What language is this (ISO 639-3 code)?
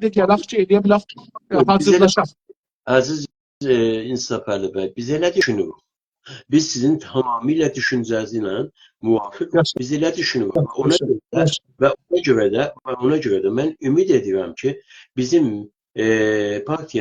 azb